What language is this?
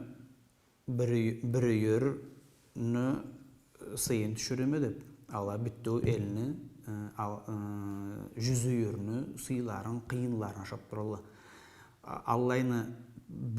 Karachay-Balkar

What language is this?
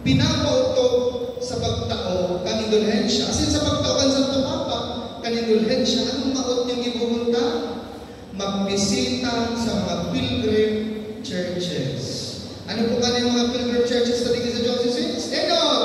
Bikol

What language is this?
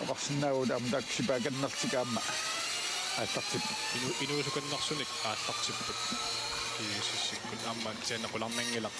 Kalaallisut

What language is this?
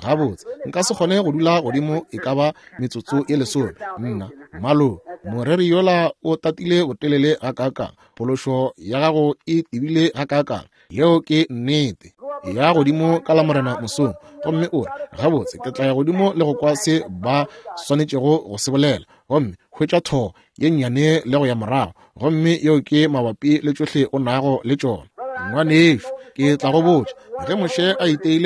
Northern Sotho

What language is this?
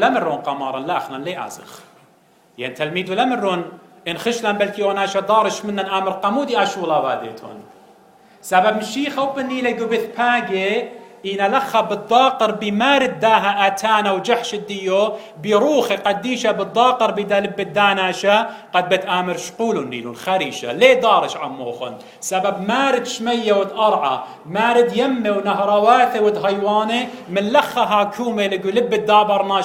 Assyrian Neo-Aramaic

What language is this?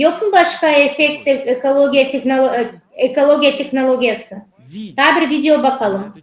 Gagauz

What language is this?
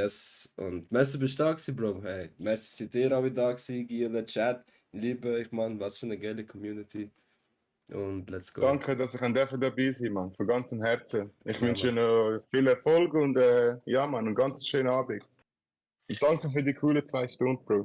Swiss German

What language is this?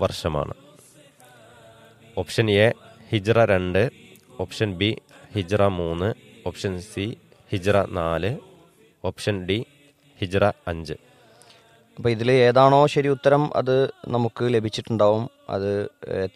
Malayalam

